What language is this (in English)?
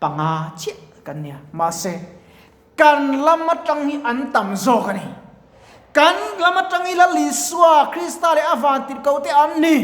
Mizo